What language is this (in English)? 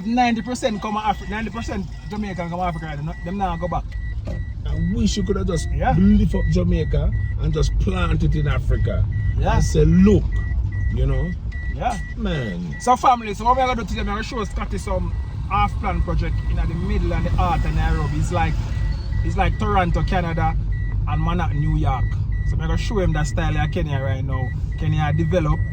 Jamaican Creole English